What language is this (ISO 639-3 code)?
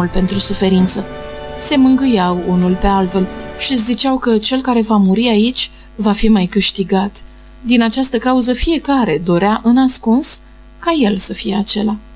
ron